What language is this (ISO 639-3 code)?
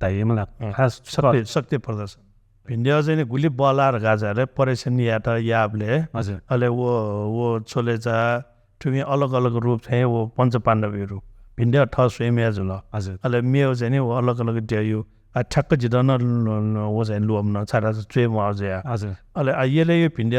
new